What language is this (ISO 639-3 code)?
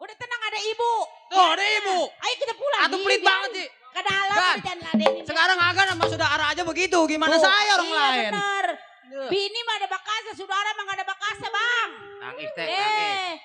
bew